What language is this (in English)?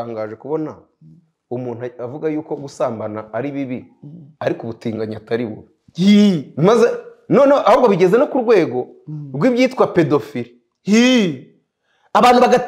Kinyarwanda